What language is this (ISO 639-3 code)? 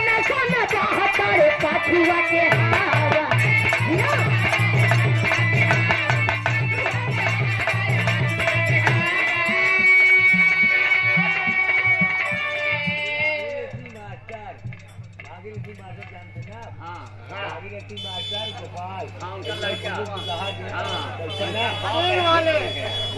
bho